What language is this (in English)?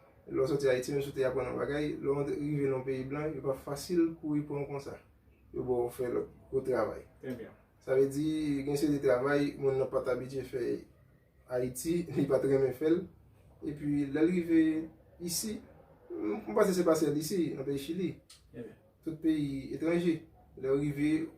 Haitian Creole